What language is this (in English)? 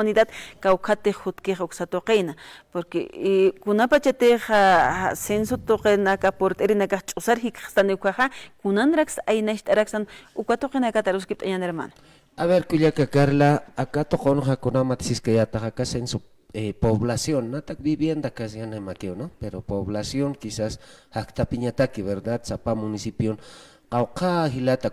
Aymara